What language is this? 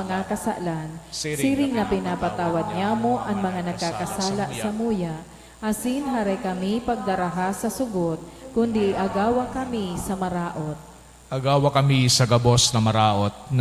Bikol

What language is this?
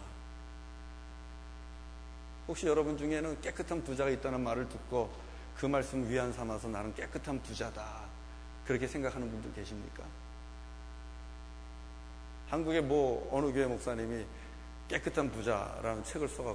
Korean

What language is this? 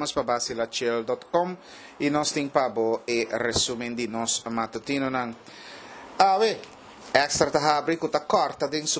Papiamento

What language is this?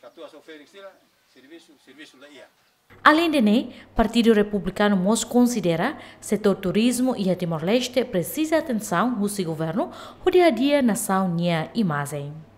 Tetum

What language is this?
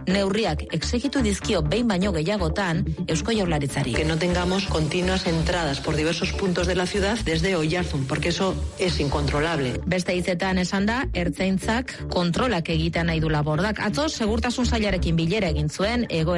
Basque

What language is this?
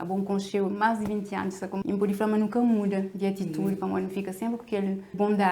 Kabuverdianu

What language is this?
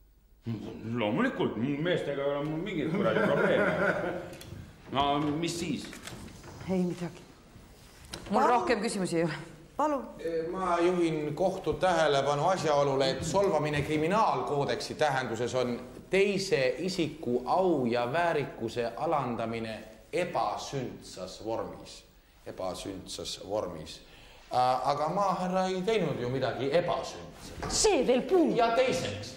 Estonian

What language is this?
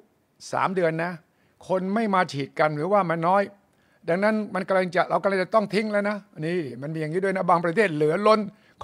Thai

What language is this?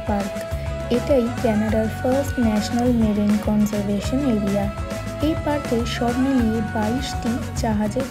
Bangla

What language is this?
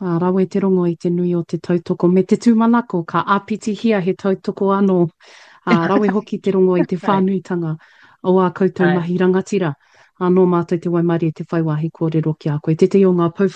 Māori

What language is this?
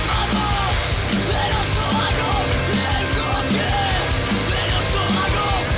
Basque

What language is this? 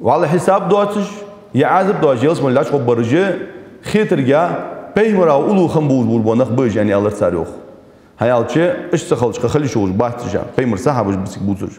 Ingush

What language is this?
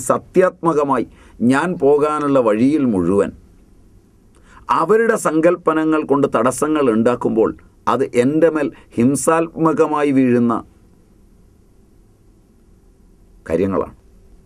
Malayalam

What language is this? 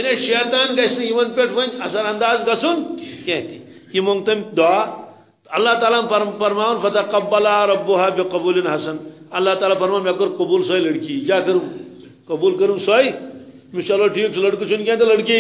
Kashmiri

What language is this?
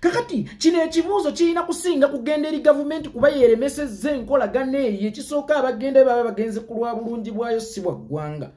Ganda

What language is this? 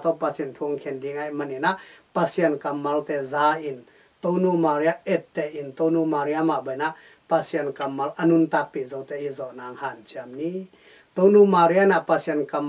Tedim Chin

